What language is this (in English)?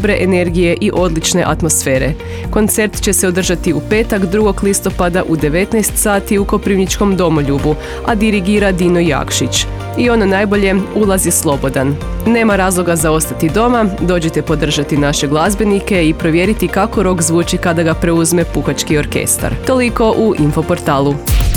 Croatian